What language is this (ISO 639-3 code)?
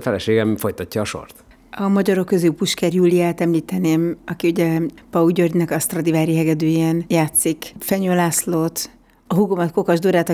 hun